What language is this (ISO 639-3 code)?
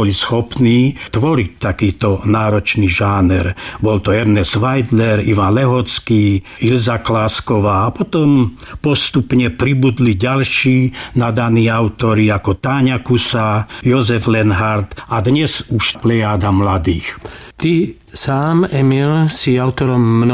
slk